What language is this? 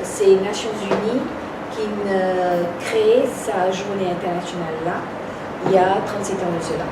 Morisyen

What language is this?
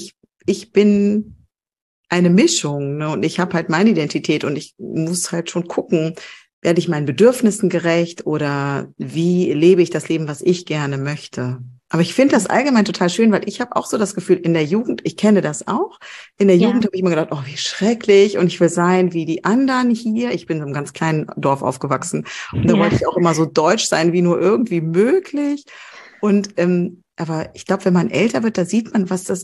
German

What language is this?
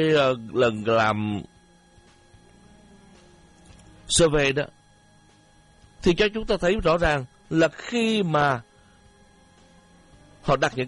Vietnamese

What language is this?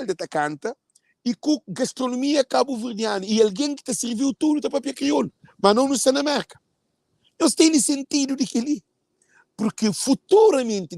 Kabuverdianu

